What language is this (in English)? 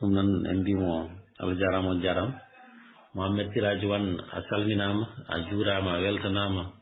Fula